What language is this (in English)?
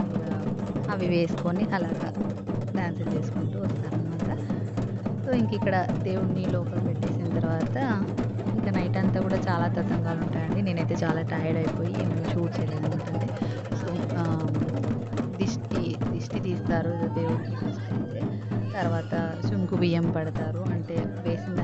Telugu